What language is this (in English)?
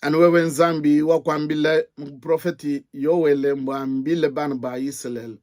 Luba-Lulua